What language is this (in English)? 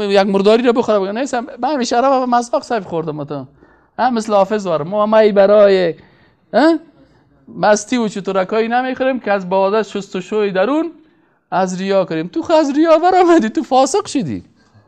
Persian